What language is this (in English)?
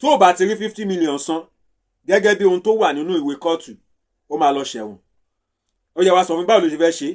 Yoruba